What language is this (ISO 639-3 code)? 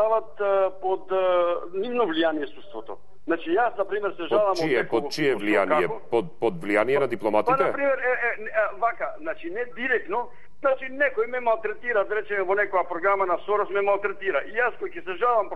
mkd